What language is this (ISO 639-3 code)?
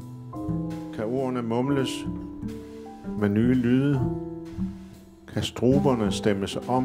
dan